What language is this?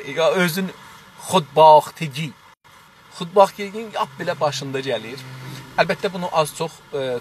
South Azerbaijani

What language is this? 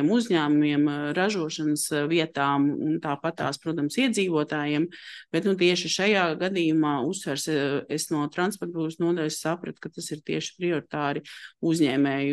Latvian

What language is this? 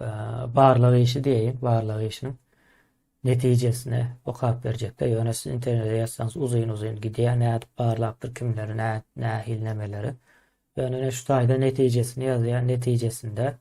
Turkmen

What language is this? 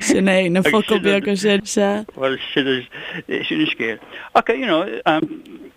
Irish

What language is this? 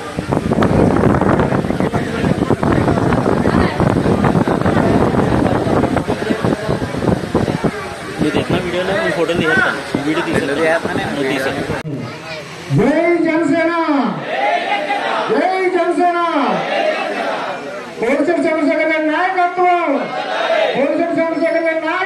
Telugu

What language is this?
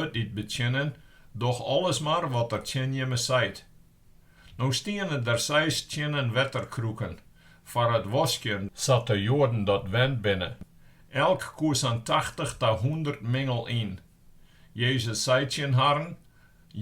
Western Frisian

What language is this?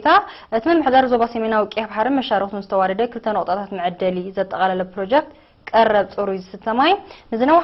Tigrinya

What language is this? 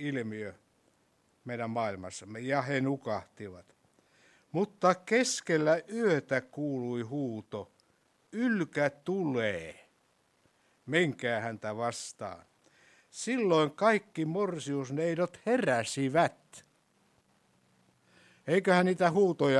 Finnish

